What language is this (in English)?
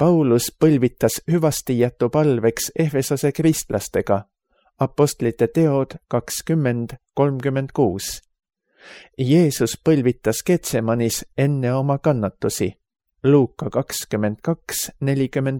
Estonian